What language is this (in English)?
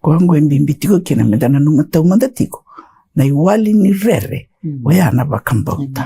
Fijian